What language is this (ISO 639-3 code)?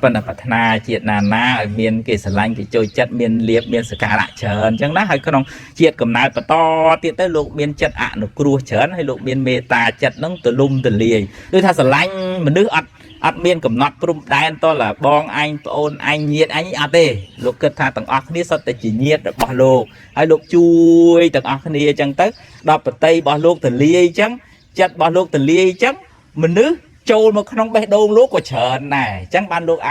khm